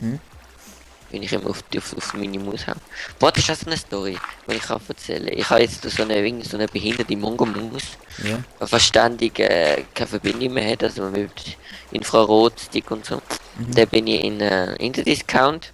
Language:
Swiss German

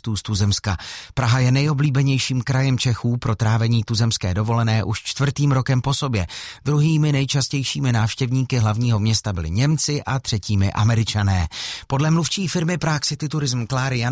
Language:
Czech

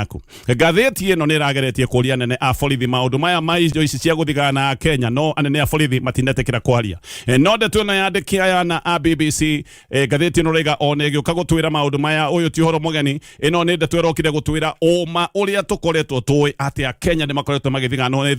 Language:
Kikuyu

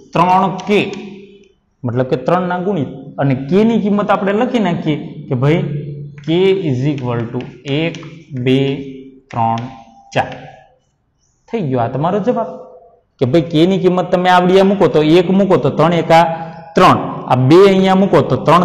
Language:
Gujarati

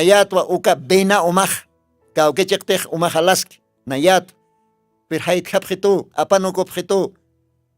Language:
Aymara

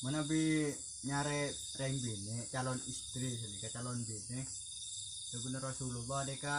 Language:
Madurese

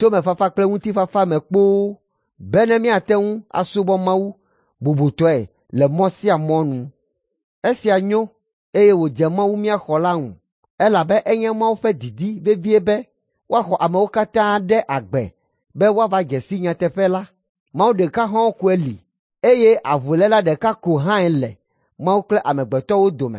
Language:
Ewe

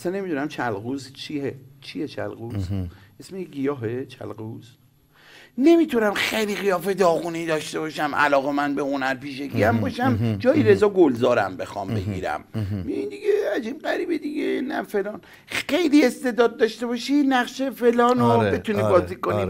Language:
Persian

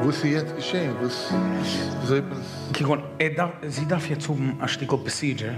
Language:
Yiddish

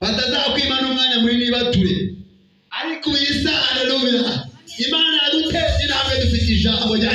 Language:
Kinyarwanda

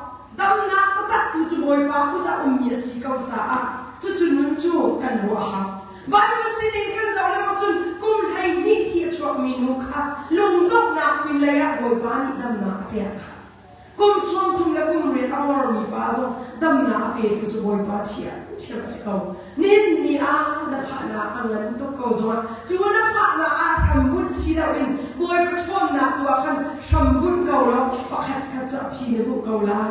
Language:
Hakha Chin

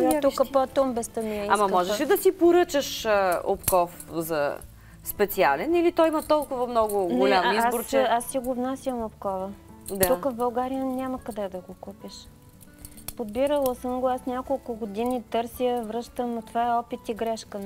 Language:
Bulgarian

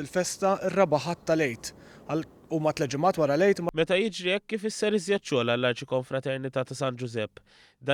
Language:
Maltese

